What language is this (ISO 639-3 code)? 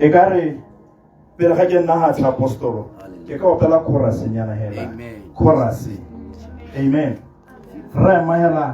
tsn